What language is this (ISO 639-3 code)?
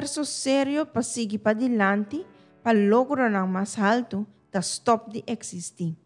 pap